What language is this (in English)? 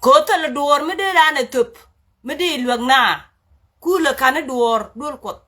Nuer